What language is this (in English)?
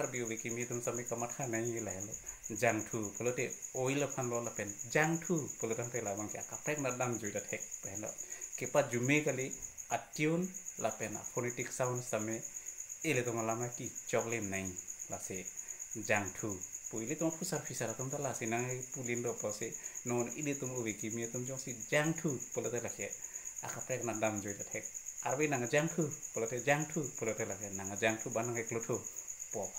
Karbi